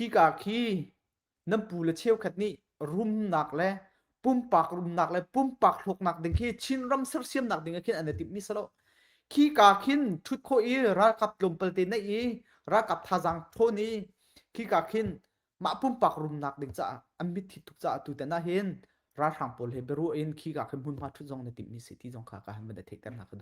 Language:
Hakha Chin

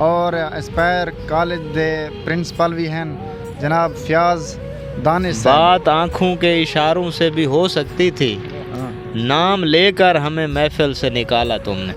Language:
Saraiki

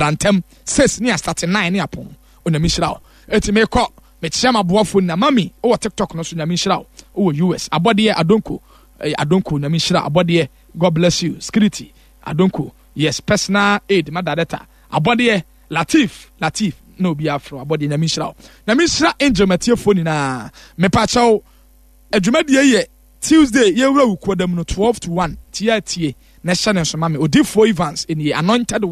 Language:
Akan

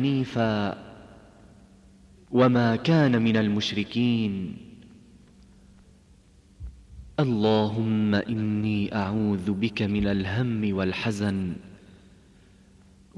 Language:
Arabic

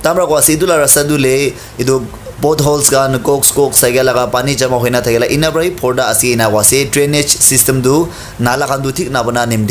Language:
Naga Pidgin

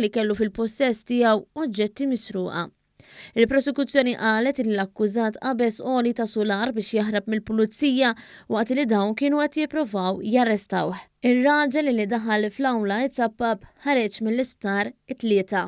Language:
Maltese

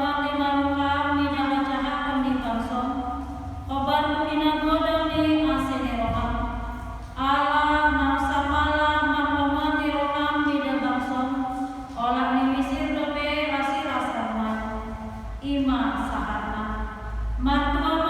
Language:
Batak Toba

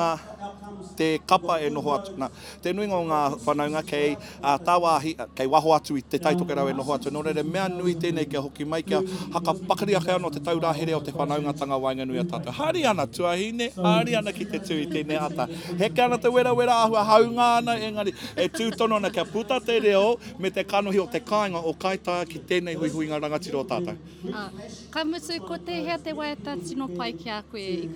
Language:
Māori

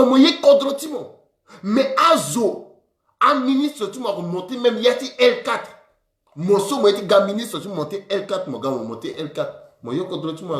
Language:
Sango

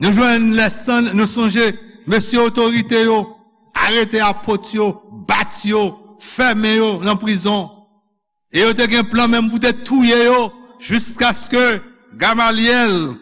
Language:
Haitian Creole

